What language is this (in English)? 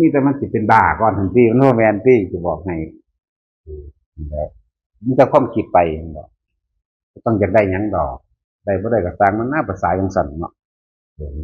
Northeastern Thai